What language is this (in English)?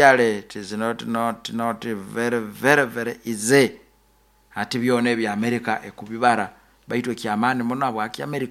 Nyoro